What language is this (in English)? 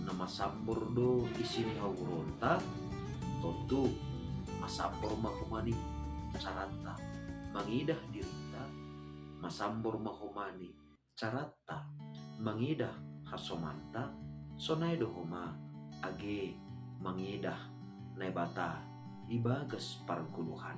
Batak Simalungun